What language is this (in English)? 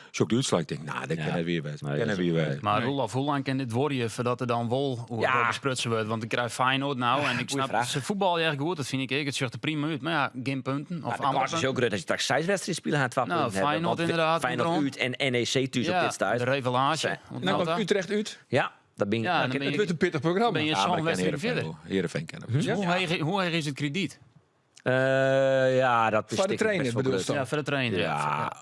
Western Frisian